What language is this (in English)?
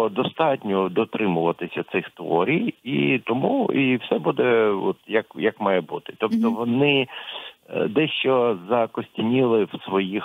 Ukrainian